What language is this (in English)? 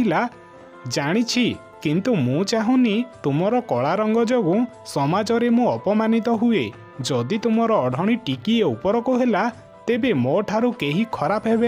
Odia